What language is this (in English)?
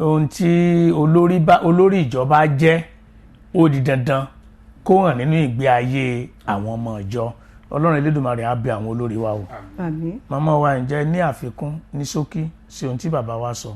Yoruba